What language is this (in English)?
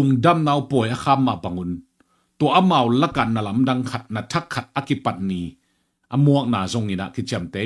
Tedim Chin